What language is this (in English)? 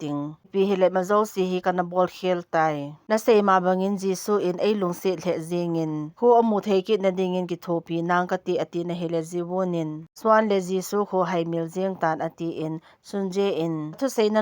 Thado Chin